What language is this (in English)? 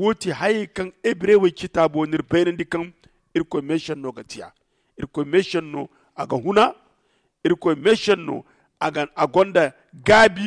Zarma